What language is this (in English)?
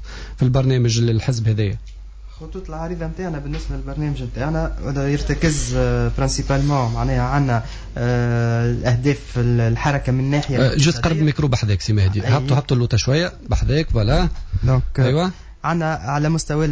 Tunisian Arabic